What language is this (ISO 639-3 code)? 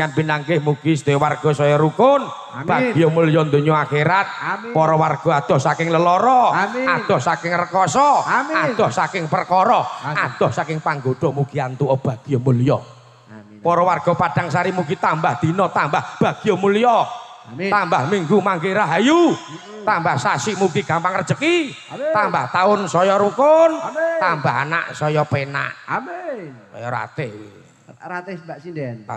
jav